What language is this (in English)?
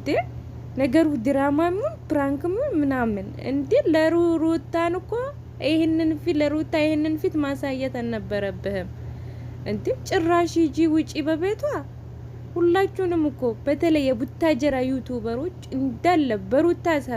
Amharic